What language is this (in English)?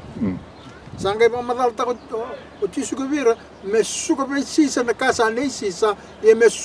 Fijian